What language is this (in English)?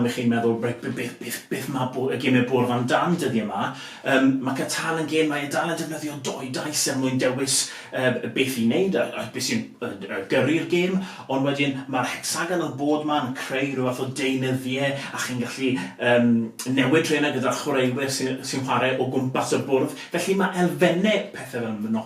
Welsh